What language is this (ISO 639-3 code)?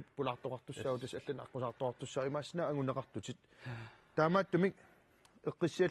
kal